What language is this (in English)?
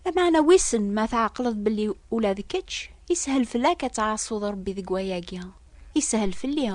Kabyle